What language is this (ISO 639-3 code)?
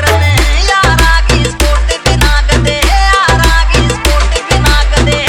bgc